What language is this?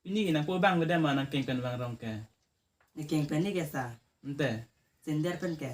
Karbi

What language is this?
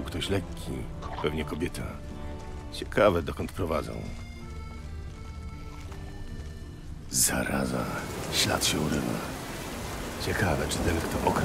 Polish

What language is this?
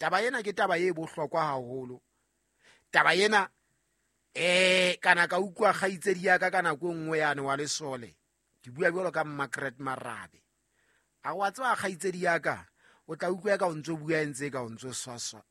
Southern Sotho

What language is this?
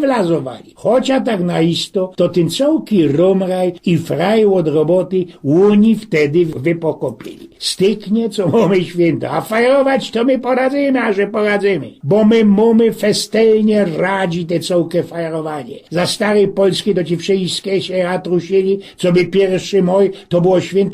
Silesian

